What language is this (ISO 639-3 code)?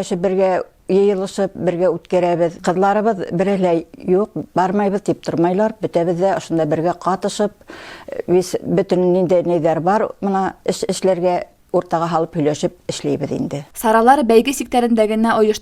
bak